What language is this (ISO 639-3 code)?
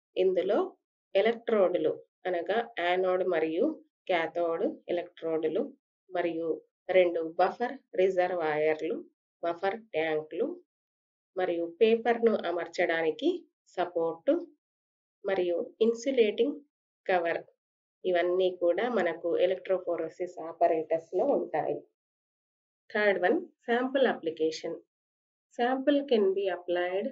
tel